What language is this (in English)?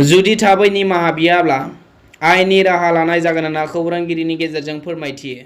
Bodo